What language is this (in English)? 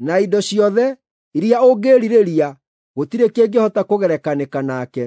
Kikuyu